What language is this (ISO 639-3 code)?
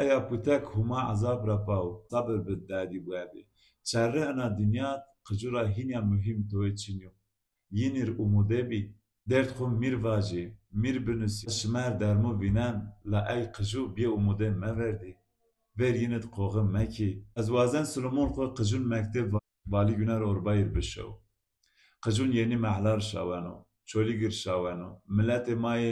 zza